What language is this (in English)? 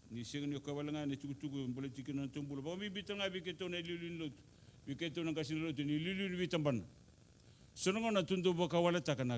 Fijian